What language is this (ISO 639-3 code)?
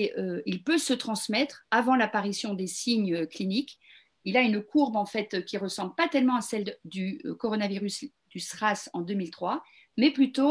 fra